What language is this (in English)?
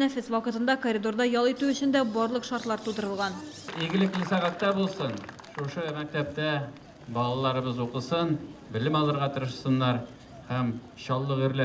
Tatar